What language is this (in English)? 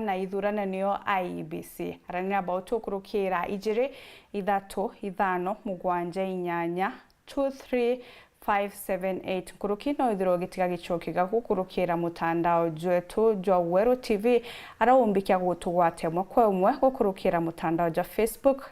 Meru